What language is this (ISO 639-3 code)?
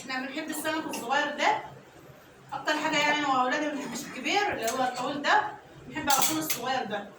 arz